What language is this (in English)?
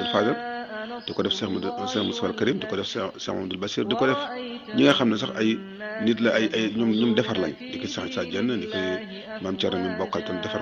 Wolof